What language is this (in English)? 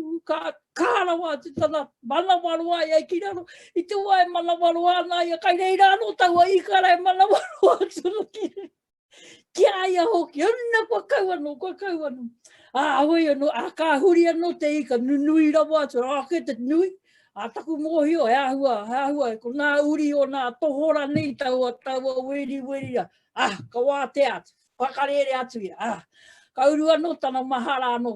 Māori